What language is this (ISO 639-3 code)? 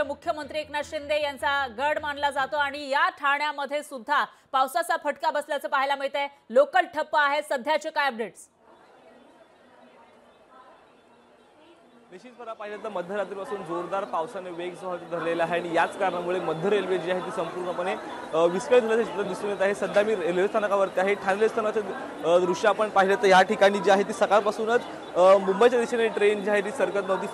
mar